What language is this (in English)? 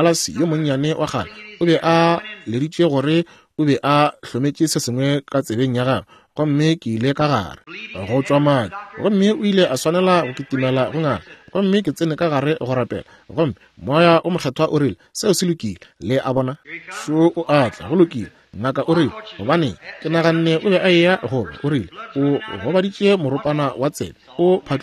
Northern Sotho